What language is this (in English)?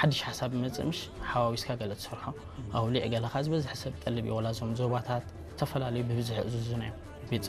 Tigrinya